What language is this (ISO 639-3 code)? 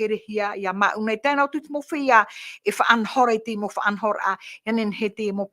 tah